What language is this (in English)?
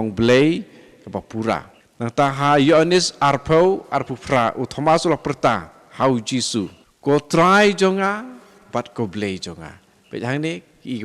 Khasi